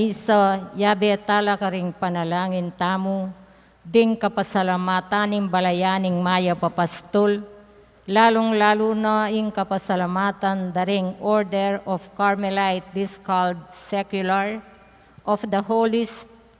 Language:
Pampanga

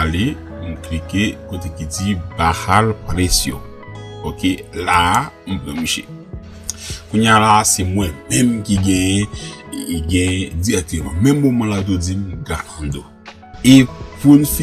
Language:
Haitian Creole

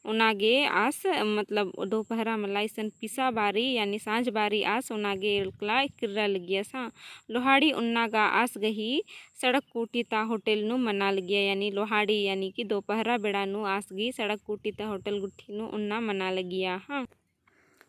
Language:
Kurukh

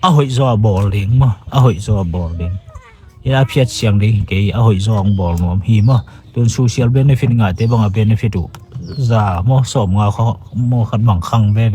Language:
Tedim Chin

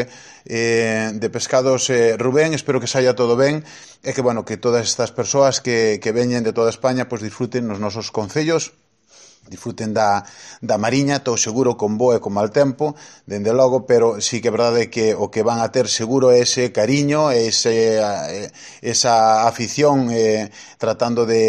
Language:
Galician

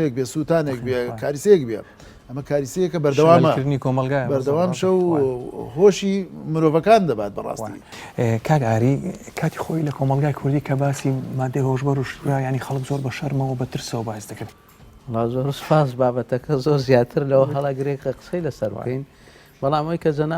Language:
Central Kurdish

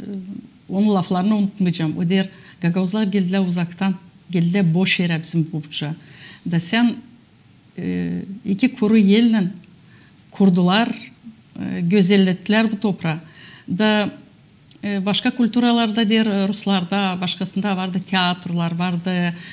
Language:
Gagauz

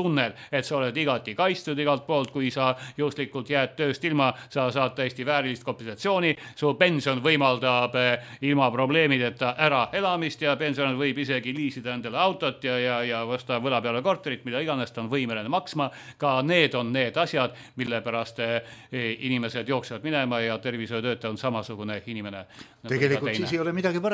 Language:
Estonian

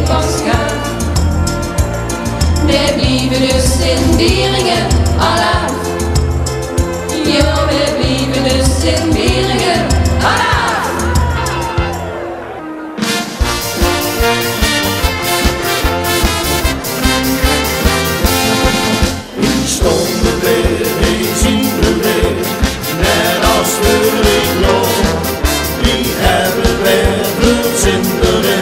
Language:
Dutch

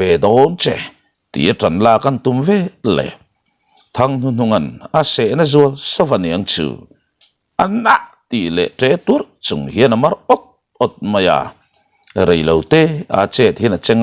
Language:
Mizo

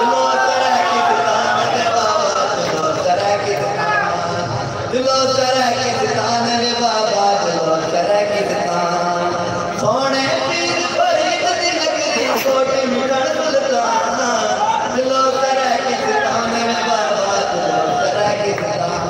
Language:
Saraiki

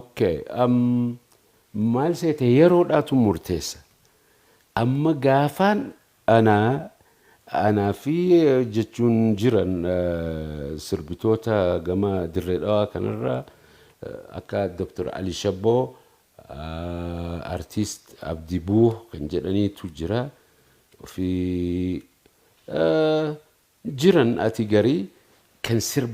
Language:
Oromo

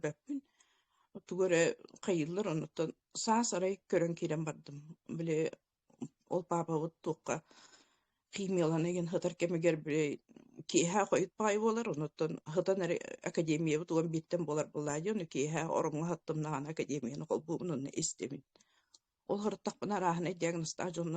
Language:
Yakut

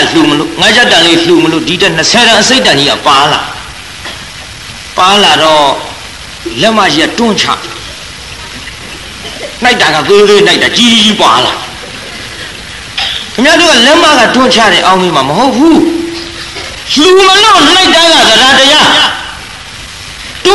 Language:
Burmese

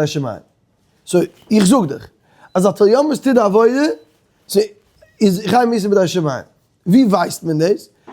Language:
Yiddish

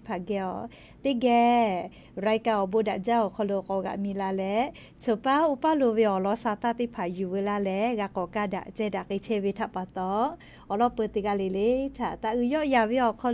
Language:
Lahu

